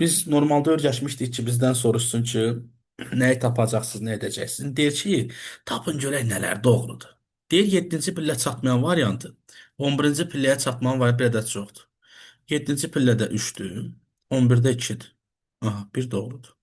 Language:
Azerbaijani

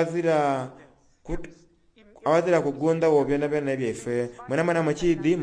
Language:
Soga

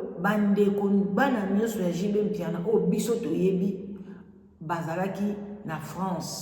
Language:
Lingala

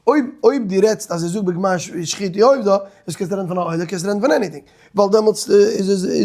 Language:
Yiddish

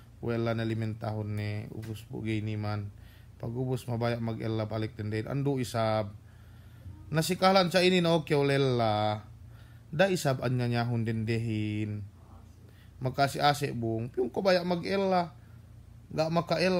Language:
Yakan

